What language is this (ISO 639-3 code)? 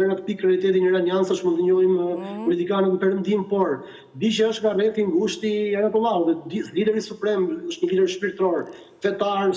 sqi